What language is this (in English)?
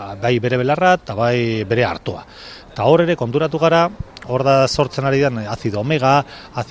Basque